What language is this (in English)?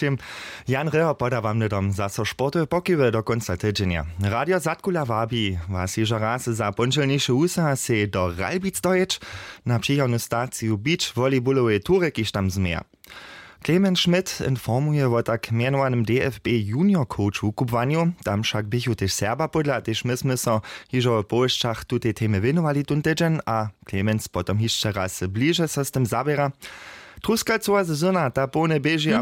Upper Sorbian